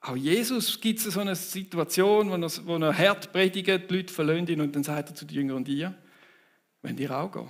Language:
Swiss German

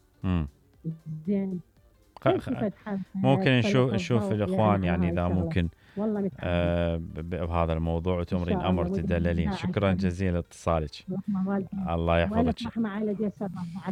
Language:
Mesopotamian Arabic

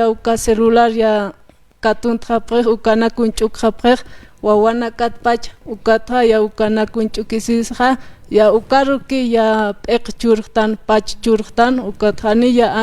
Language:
Aymara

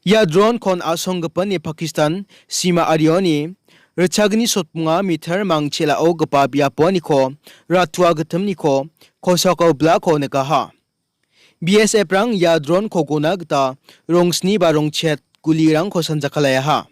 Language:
Garo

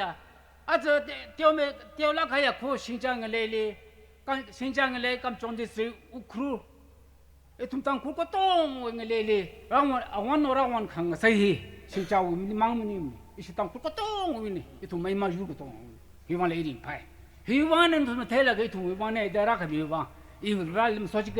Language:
Tangkhul Naga (India)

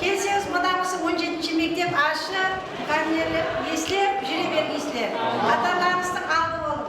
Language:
Kara-Kalpak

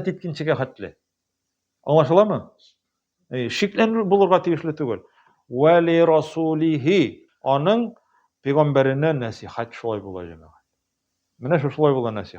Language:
Tatar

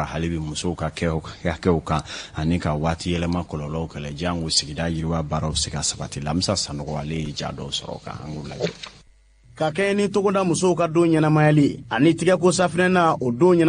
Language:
Bambara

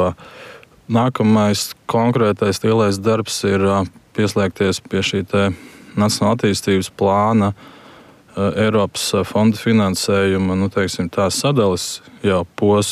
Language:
Latvian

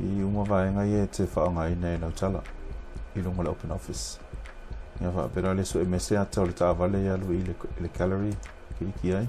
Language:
Samoan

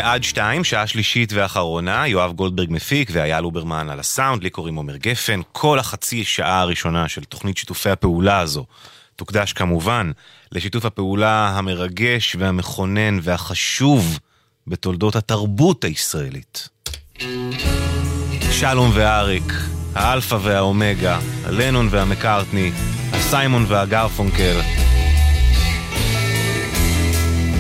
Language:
Hebrew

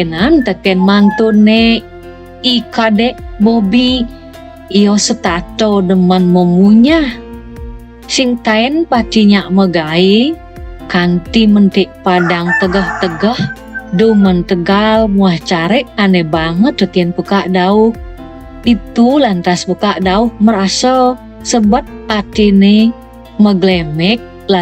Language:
Balinese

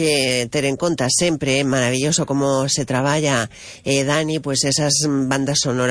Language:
Galician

